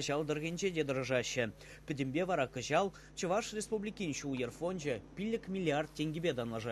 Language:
Chuvash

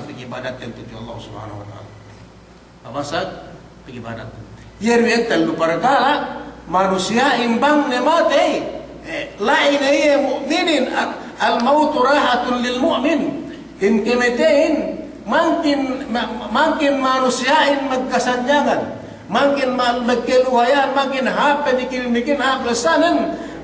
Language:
Yakan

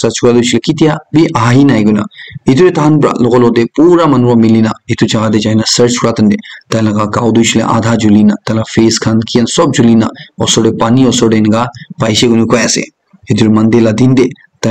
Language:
Naga Pidgin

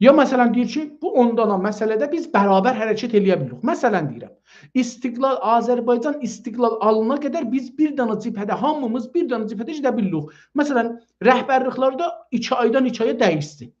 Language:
South Azerbaijani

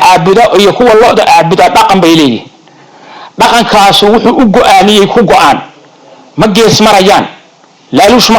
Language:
Somali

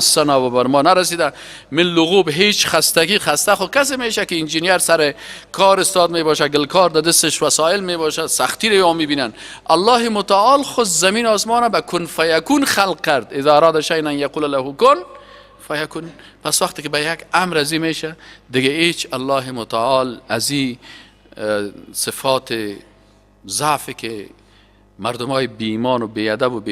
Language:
Persian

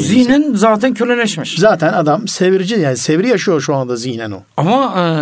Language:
Turkish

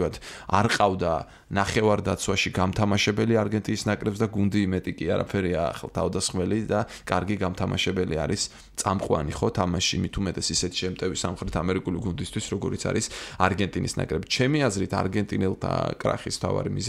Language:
Georgian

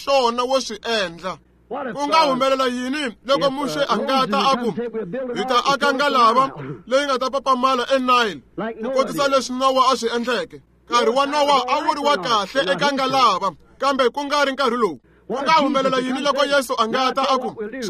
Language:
Tsonga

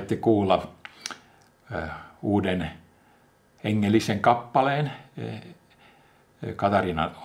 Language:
Finnish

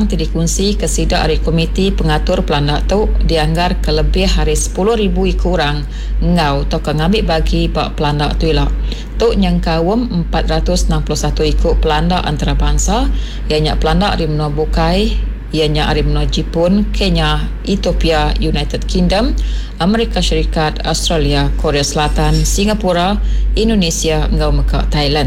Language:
Iban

